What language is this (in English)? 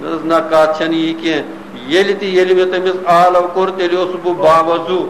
Kashmiri